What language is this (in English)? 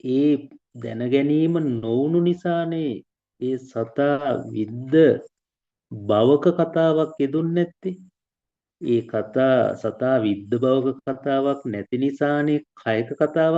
Sinhala